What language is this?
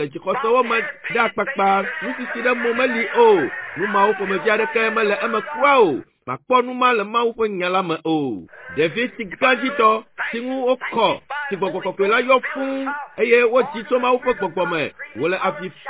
Ewe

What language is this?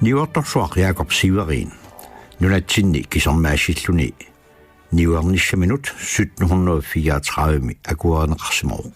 Kalaallisut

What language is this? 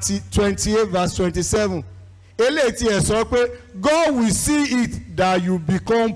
Yoruba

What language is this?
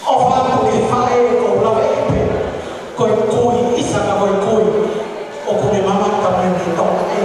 Tongan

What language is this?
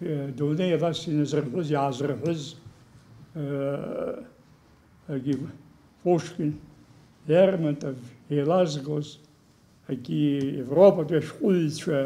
Abkhazian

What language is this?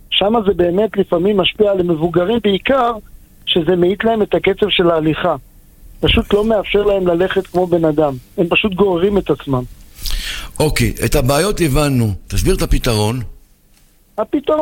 Hebrew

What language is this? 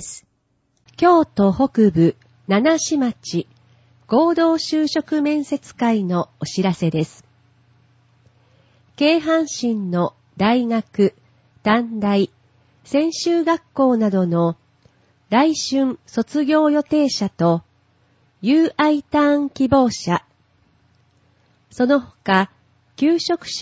Japanese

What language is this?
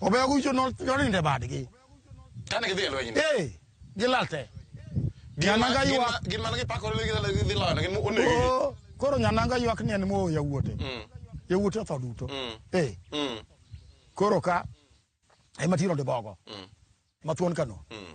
Luo (Kenya and Tanzania)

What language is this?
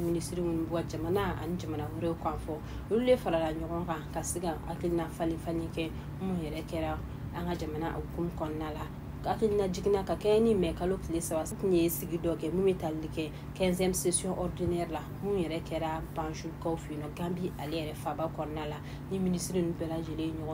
Bambara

